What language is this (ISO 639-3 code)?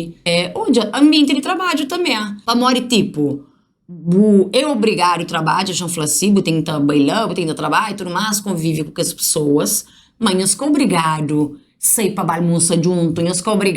kea